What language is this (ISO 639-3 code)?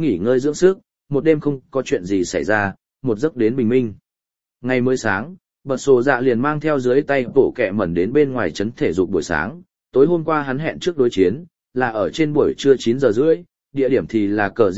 vie